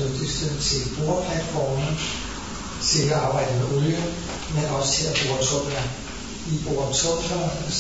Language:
Danish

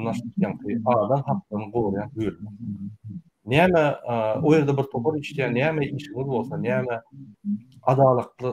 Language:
Turkmen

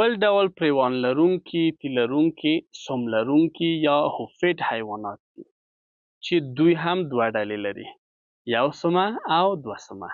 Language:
Pashto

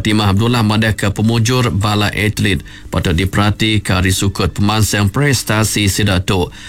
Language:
Iban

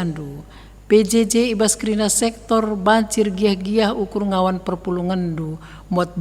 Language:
Batak Karo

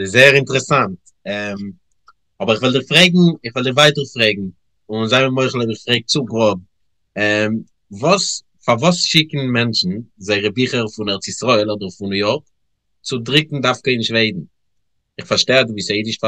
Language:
Yiddish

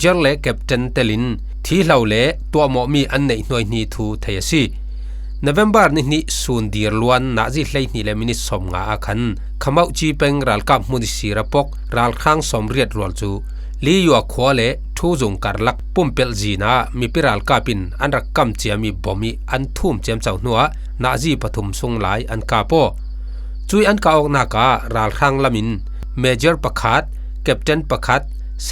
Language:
Falam Chin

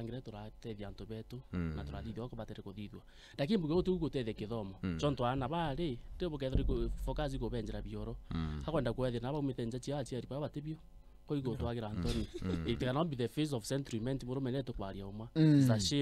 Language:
Meru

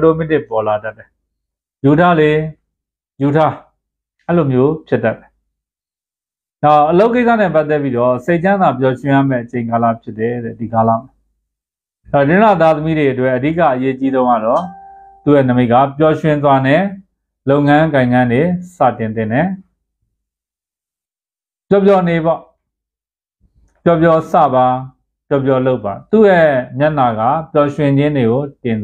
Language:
Burmese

